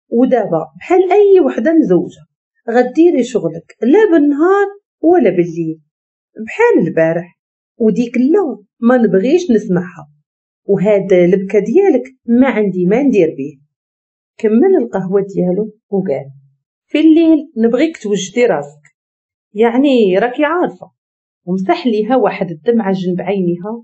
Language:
Moroccan Arabic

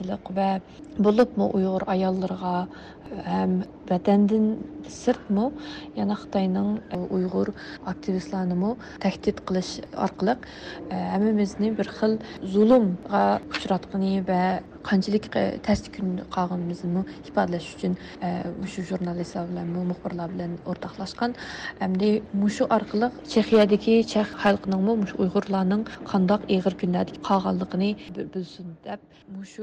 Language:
Uyghur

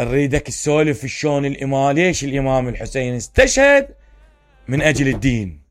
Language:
Mesopotamian Arabic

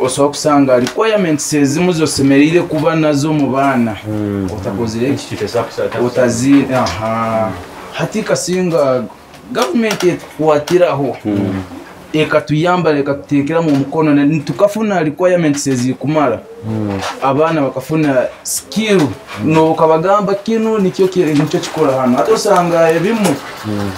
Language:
Nyoro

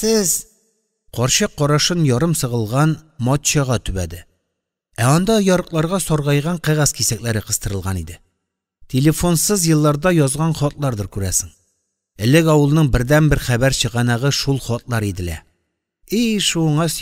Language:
Tatar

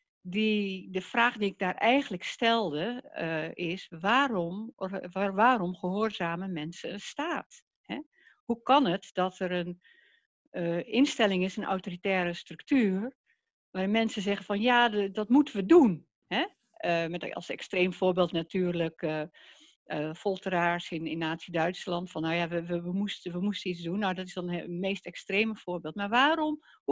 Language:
Dutch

